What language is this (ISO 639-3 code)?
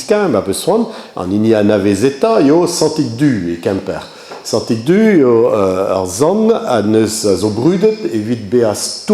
bre